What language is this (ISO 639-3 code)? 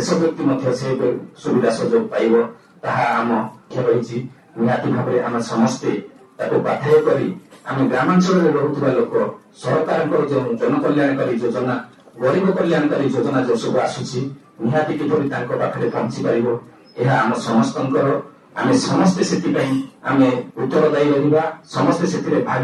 ori